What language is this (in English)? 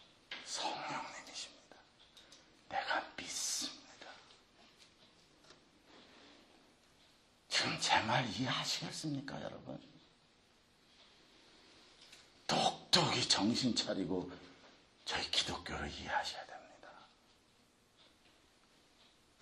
Korean